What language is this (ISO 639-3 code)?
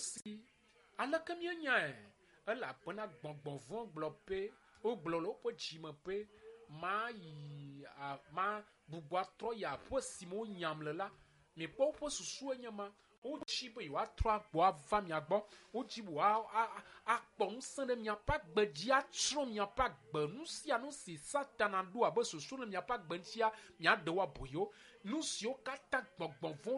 ewe